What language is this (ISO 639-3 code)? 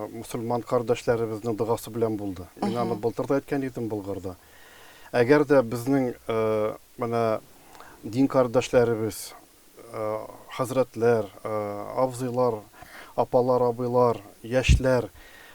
tat